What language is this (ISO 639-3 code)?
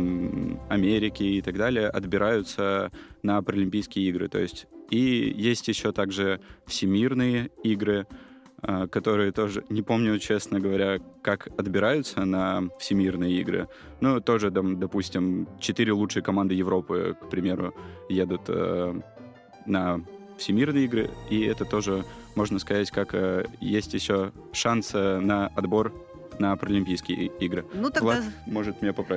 rus